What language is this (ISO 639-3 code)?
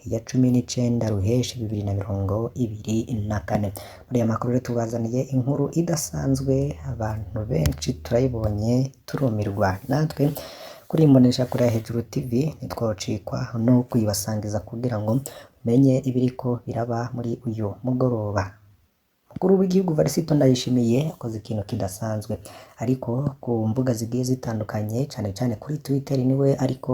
run